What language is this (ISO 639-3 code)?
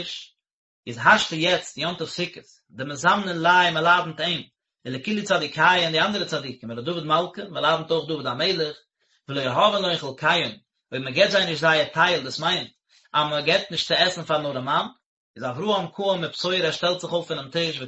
yid